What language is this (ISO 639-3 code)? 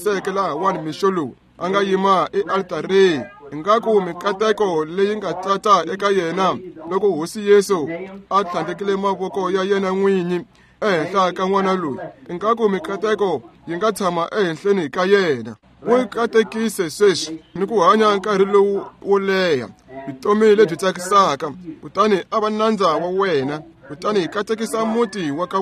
tso